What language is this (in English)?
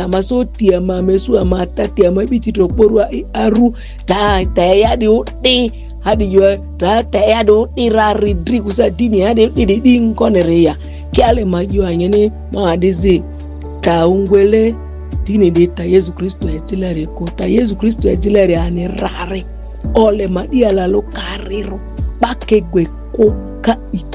Ma'di